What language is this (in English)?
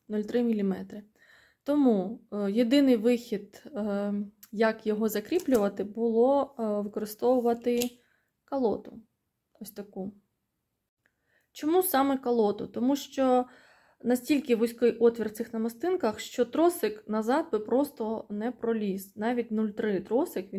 Ukrainian